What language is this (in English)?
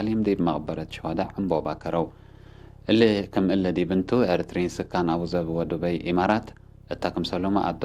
Tigre